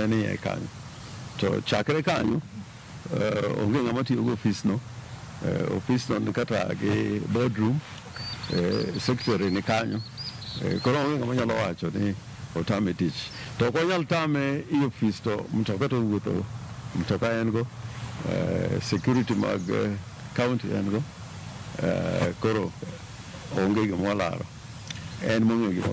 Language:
Luo (Kenya and Tanzania)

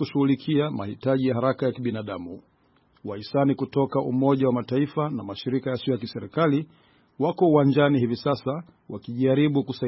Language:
Swahili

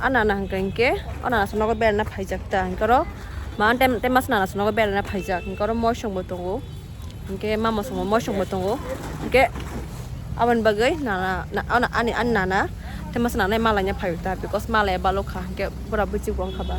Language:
Kok Borok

